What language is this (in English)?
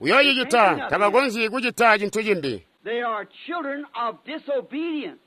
Tonga (Zambia)